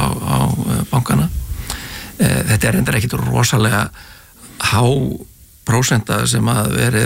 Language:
Icelandic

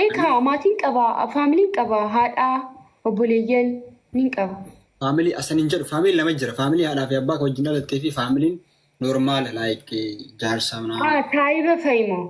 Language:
Oromo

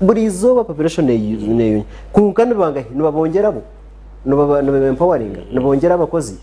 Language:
Nyankole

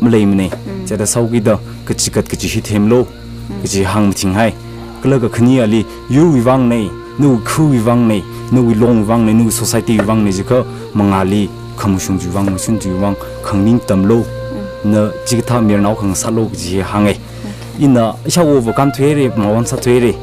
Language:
Tangkhul Naga (India)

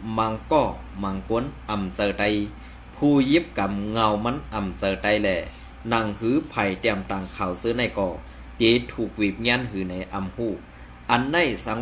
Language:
Shan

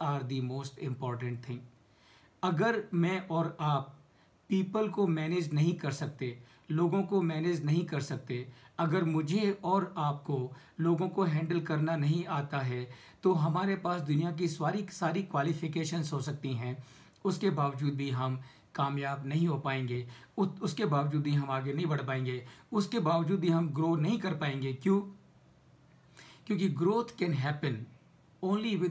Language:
Hindi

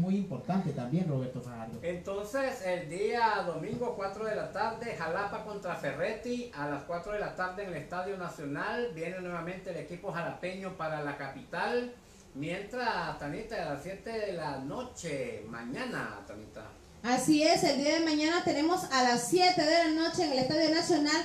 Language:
Spanish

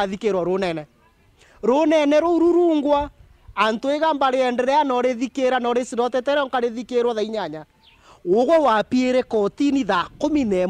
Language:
Meru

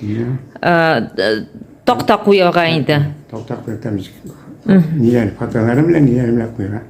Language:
Tatar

